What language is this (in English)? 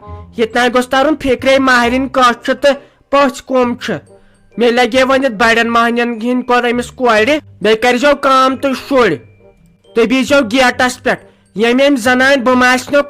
Kashmiri